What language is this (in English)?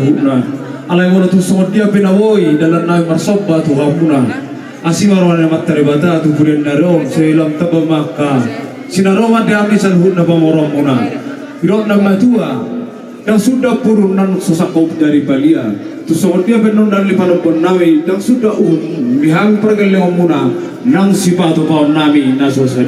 Batak Toba